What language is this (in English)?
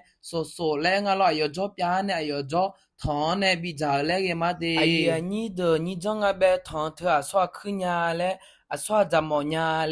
Akha